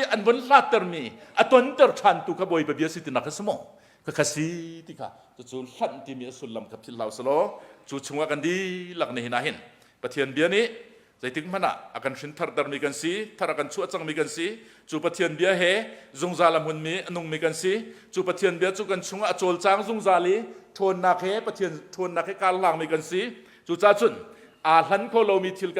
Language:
Hakha Chin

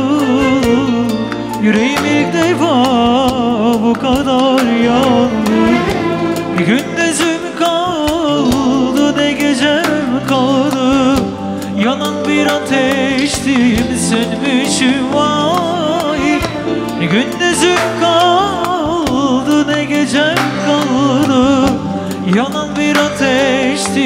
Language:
Turkish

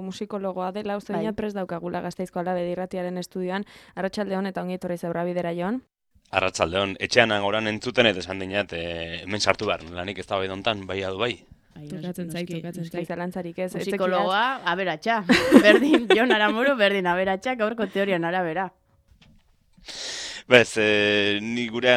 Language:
Basque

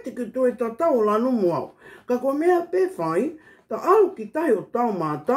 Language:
Tongan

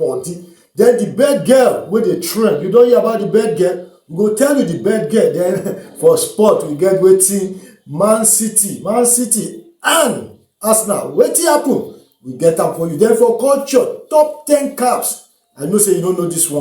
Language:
Nigerian Pidgin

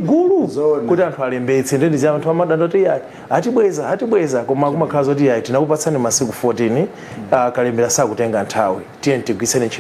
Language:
Nyanja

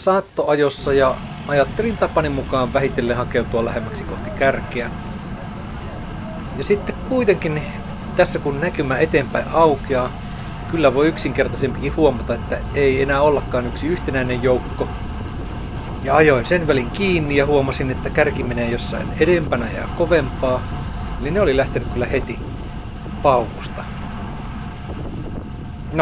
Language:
Finnish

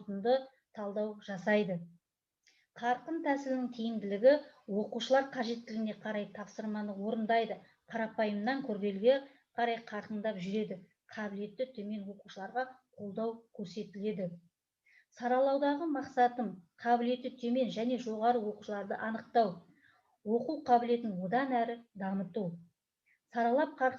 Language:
Kazakh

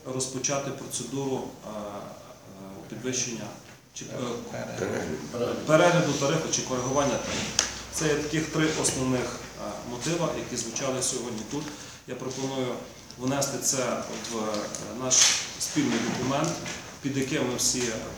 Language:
Ukrainian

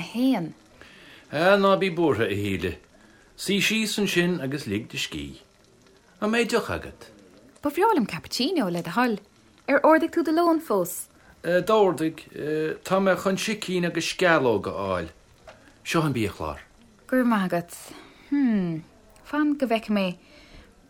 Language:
Irish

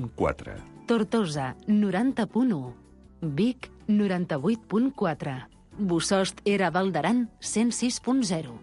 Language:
Catalan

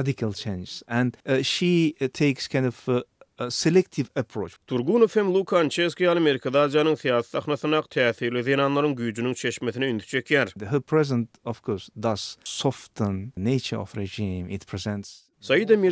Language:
Turkmen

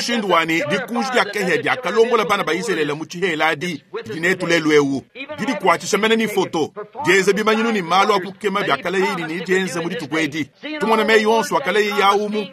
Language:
Luba-Lulua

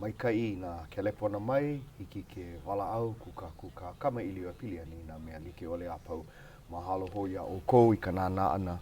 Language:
Hawaiian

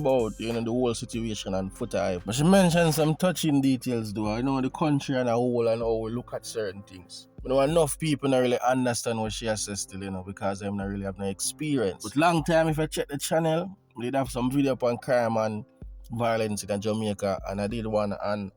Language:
Jamaican Creole English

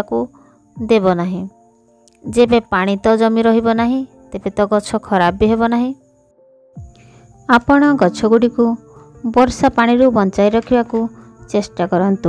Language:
Odia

